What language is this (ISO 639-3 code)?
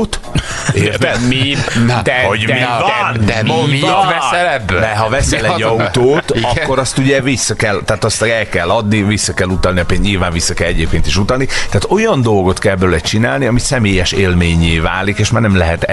hun